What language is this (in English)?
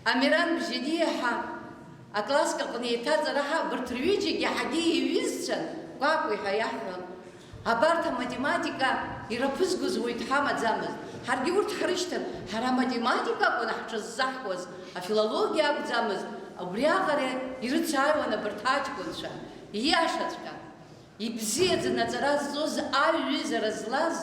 Abkhazian